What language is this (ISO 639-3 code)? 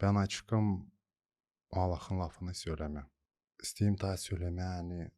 gag